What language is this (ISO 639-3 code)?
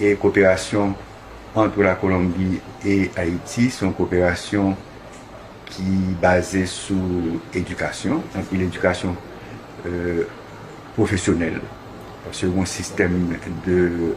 hat